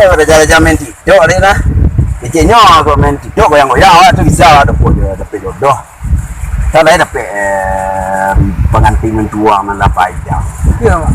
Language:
Minangkabau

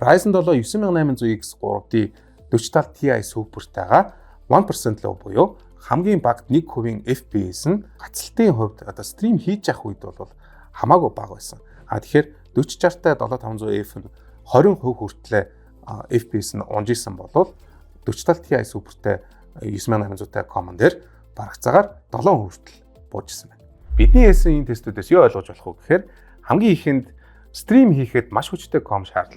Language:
Mongolian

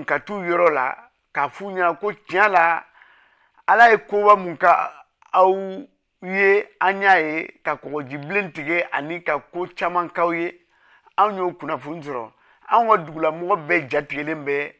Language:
Bambara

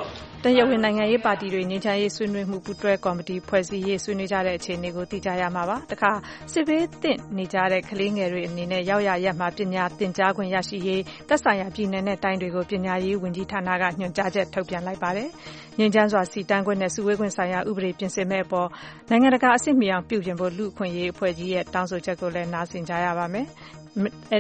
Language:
Burmese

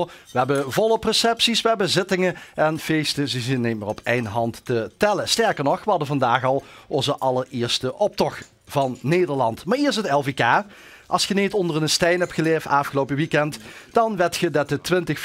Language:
Limburgish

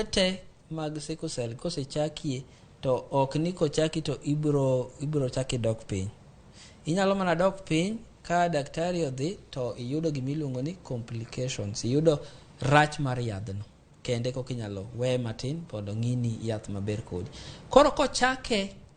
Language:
Luo (Kenya and Tanzania)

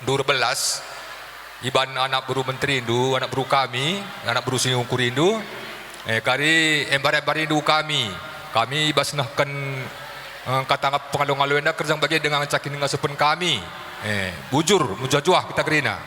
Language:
Batak Karo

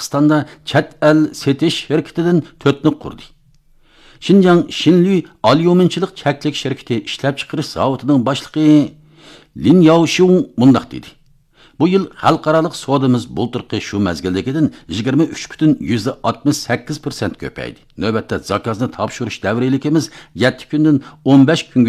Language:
Uyghur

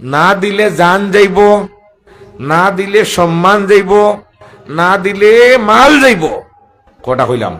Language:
Sylheti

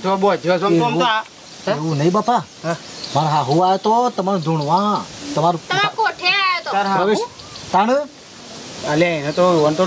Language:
Gujarati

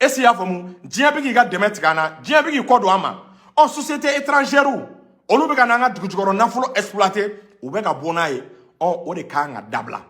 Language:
Bambara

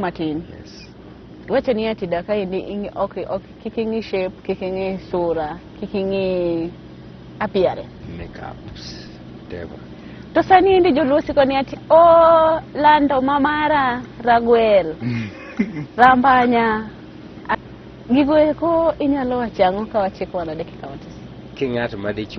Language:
Luo (Kenya and Tanzania)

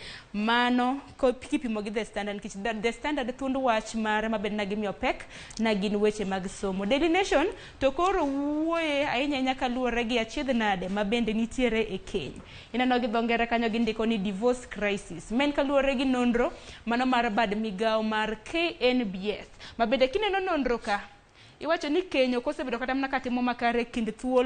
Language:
Luo (Kenya and Tanzania)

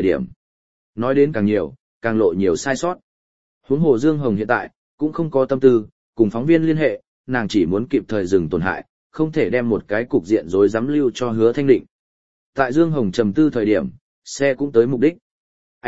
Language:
Vietnamese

